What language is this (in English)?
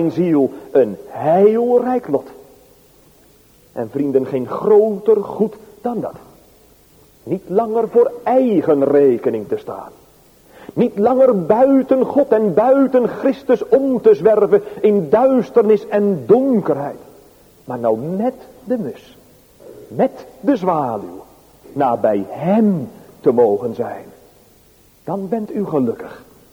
Dutch